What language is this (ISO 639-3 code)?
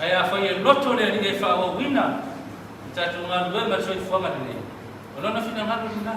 smo